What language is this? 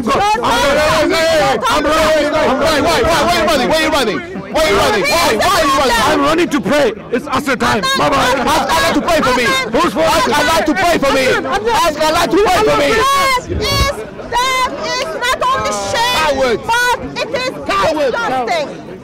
English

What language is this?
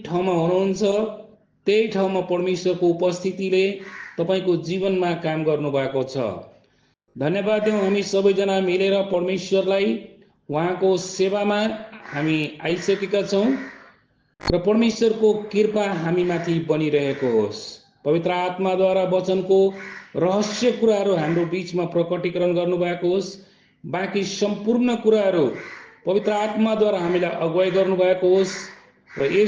Nepali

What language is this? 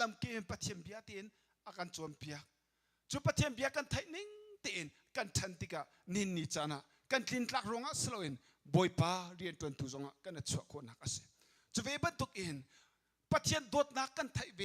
Hakha Chin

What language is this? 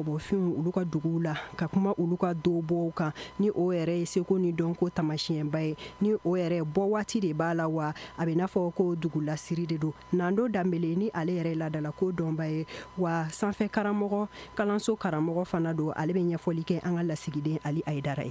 Bambara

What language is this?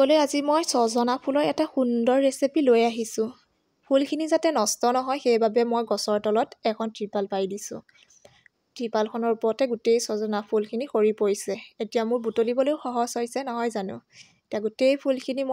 Assamese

